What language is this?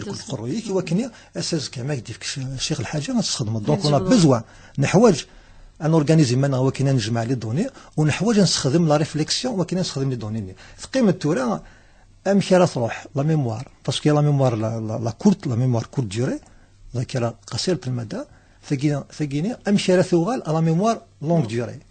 Kabyle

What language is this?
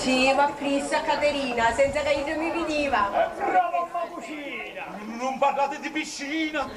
Sicilian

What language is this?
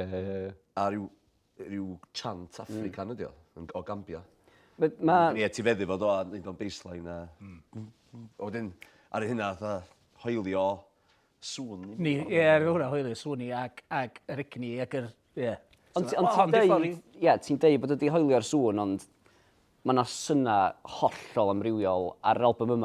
Welsh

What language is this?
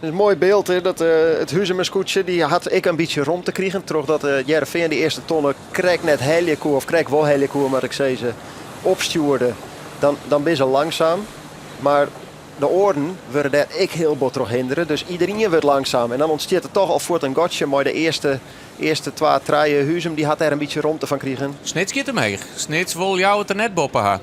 Western Frisian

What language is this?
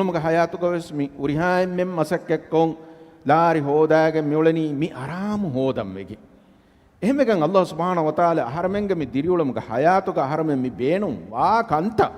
Divehi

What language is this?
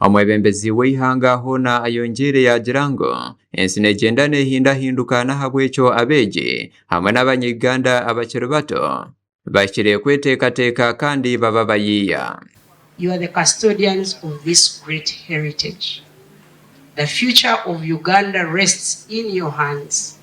Nyankole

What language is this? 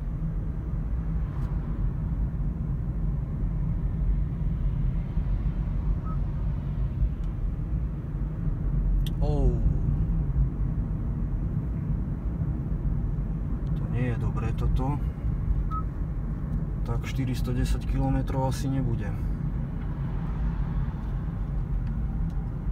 Slovak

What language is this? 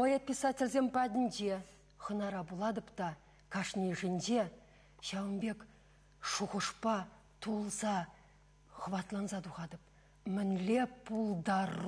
Chuvash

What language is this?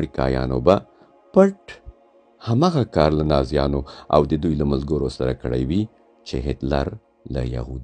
Pashto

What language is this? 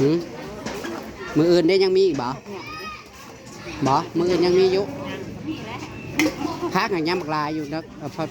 Northeastern Thai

